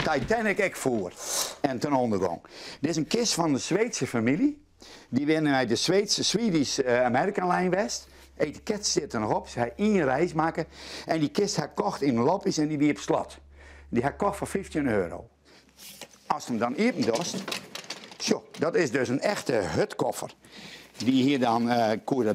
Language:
Western Frisian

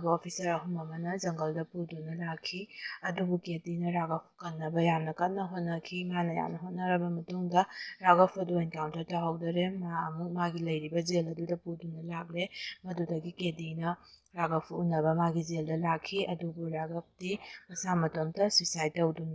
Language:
Manipuri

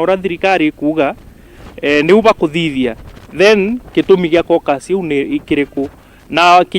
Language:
Meru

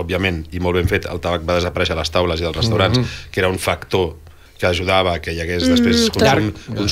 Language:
Catalan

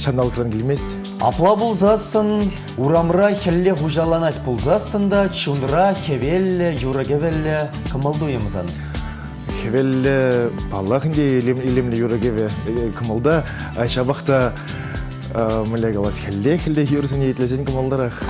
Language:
Chuvash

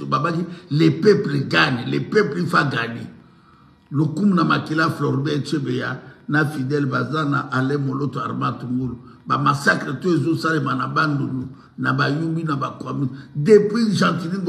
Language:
Lingala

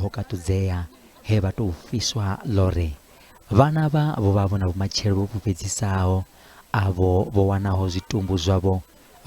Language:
Venda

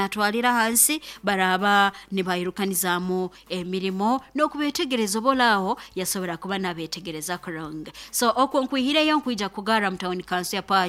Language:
Nyoro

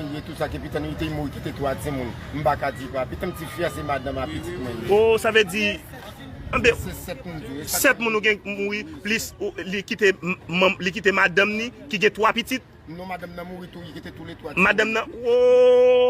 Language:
Haitian Creole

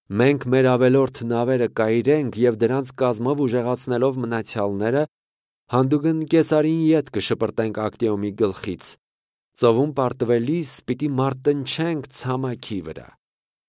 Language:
Armenian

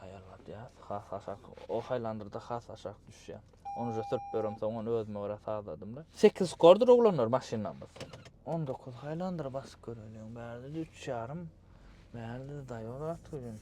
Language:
Turkmen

